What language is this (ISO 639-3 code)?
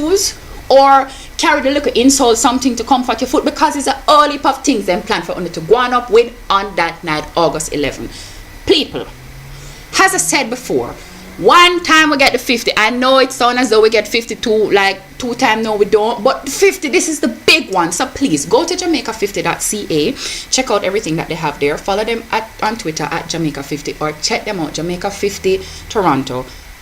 jam